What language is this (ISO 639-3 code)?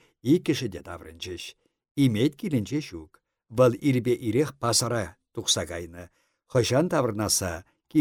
chv